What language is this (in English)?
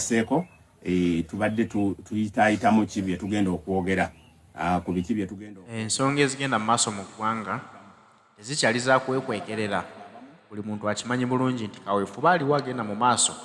Ganda